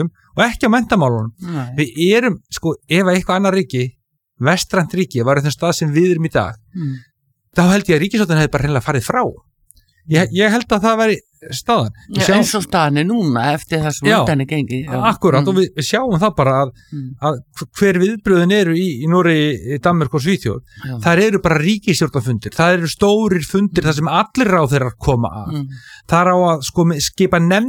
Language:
Icelandic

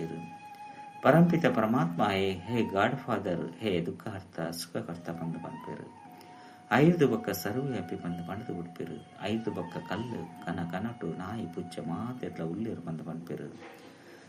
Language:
Tulu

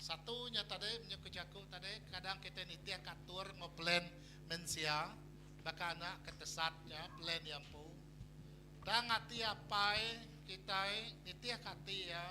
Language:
Iban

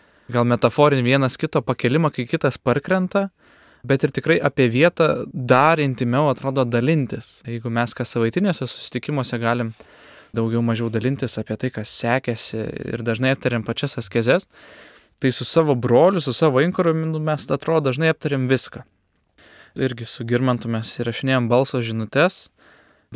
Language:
Lithuanian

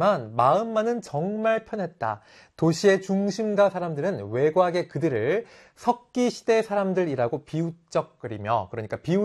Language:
Korean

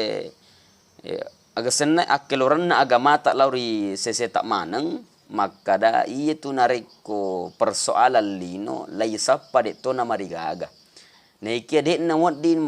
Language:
Buginese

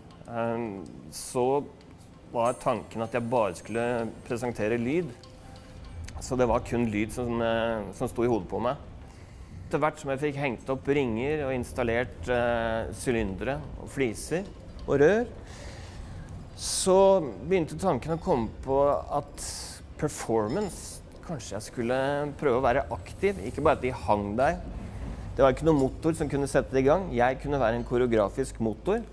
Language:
Norwegian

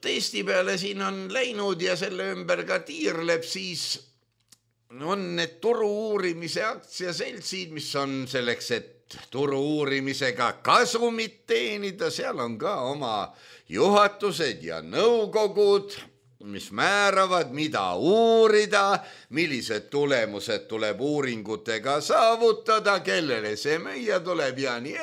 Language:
Estonian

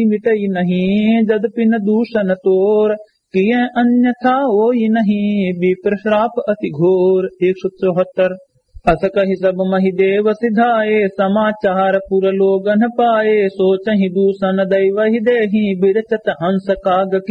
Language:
Awadhi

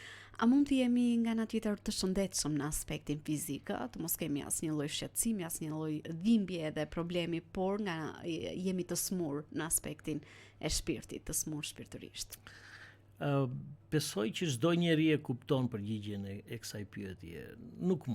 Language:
Albanian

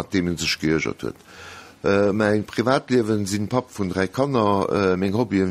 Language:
Luxembourgish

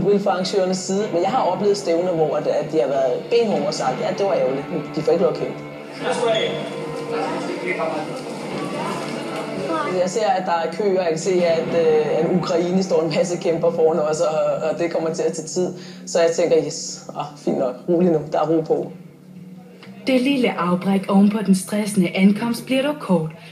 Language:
Danish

